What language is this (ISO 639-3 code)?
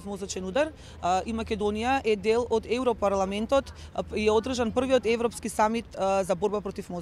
mkd